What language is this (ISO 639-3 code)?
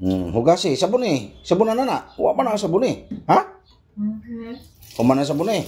ceb